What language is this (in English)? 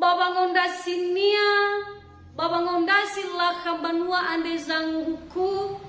Nias